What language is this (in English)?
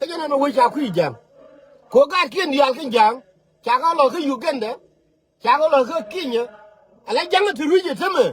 Nuer